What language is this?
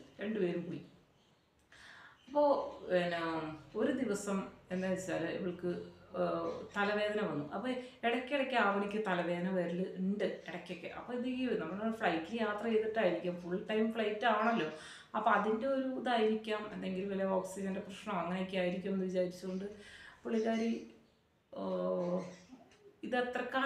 Malayalam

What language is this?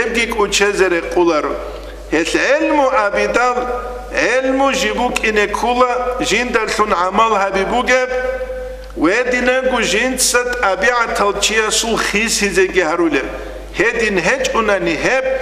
Avaric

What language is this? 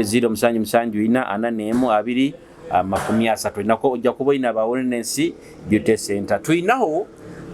Nyoro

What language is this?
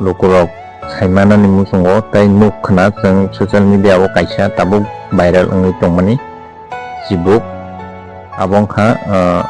Kok Borok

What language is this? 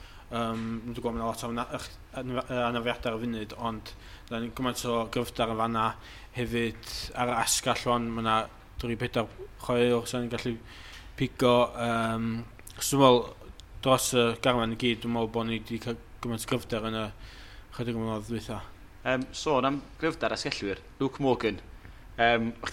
Welsh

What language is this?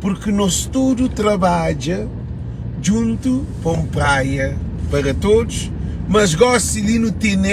Kabuverdianu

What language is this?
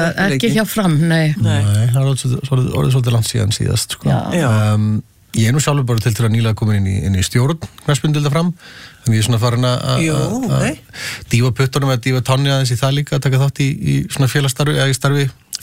Icelandic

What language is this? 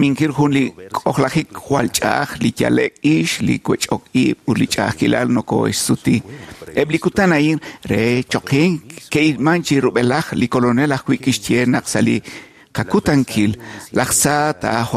Kekchí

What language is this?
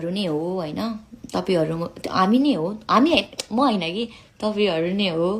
Nepali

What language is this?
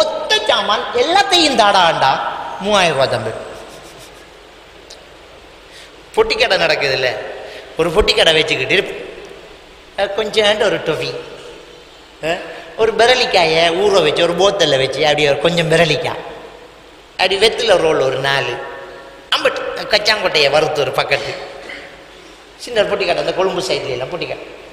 Tamil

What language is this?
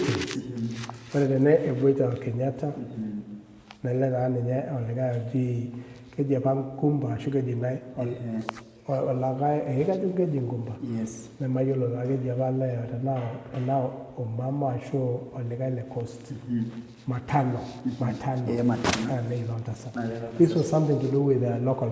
Masai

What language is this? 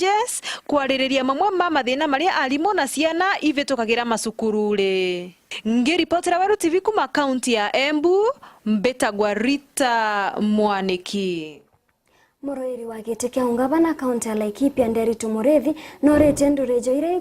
Meru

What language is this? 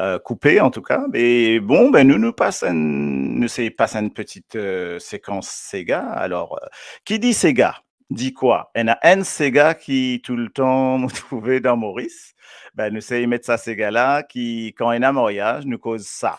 Morisyen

